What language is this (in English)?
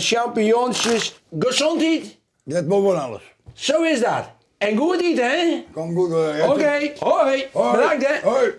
Western Frisian